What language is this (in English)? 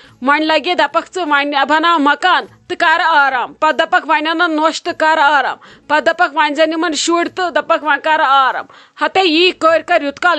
Kashmiri